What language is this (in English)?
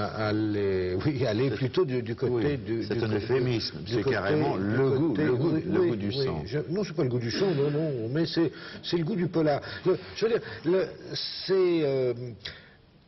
French